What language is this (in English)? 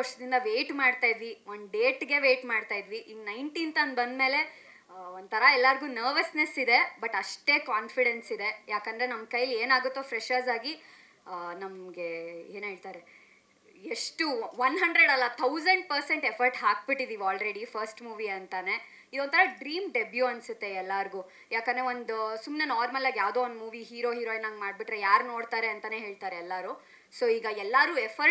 Kannada